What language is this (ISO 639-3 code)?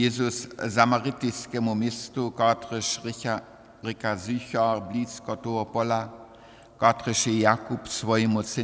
hsb